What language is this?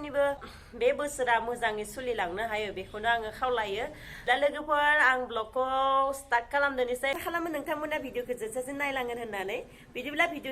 Bodo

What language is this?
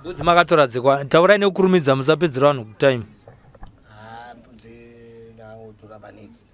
Shona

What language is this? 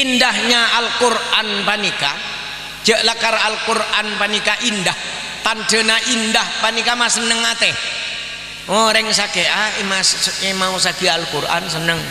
Madurese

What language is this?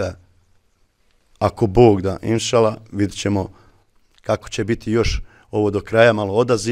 Bosnian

